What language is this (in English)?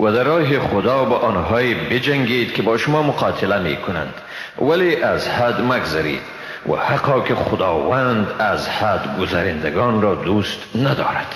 Persian